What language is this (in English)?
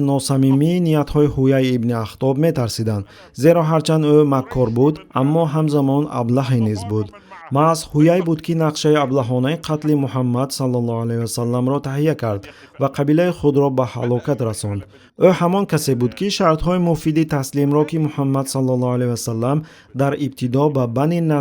Tajik